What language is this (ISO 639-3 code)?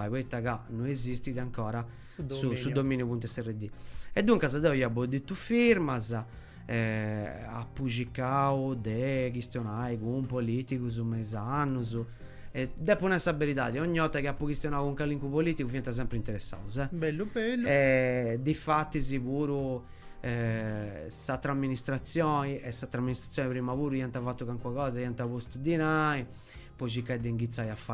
srd